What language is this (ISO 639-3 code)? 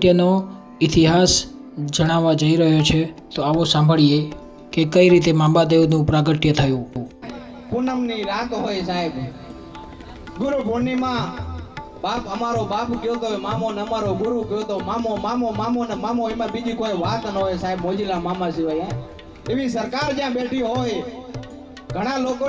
guj